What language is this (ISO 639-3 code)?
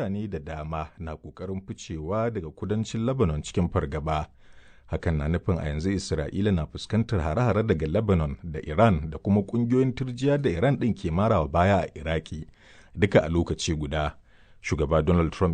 hau